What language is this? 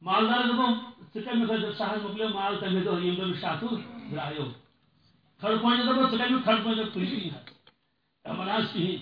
Kashmiri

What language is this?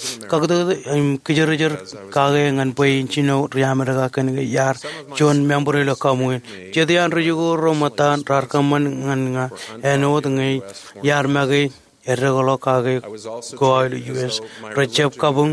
Marshallese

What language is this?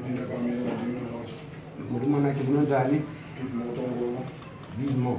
Shona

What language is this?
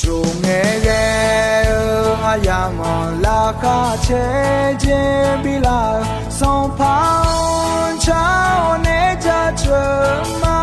Akha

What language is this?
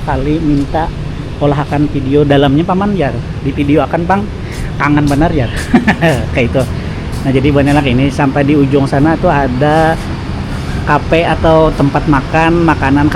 Banjar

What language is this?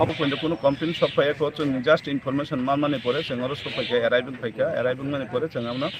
Kok Borok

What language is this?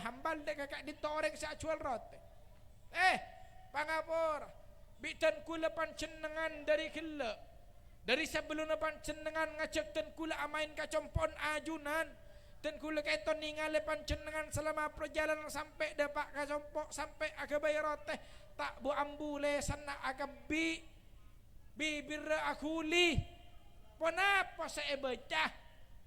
Madurese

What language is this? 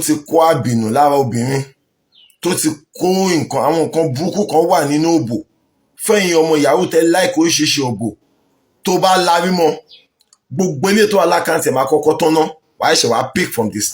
Yoruba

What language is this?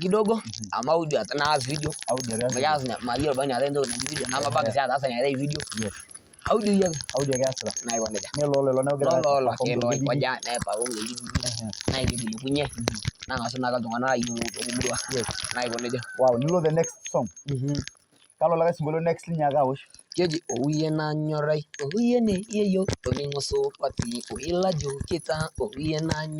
Masai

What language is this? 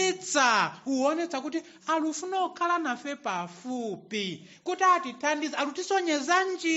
Nyanja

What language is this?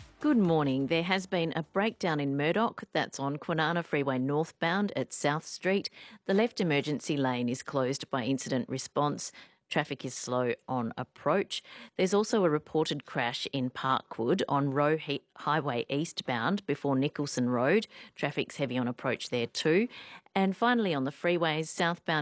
English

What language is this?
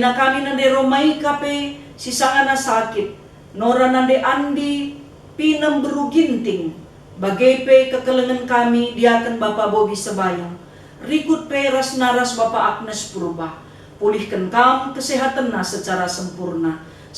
Batak Karo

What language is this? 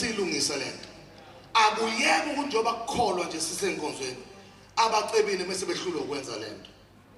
Zulu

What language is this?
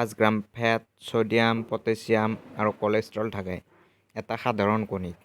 Assamese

